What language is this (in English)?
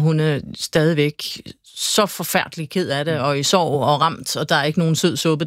Danish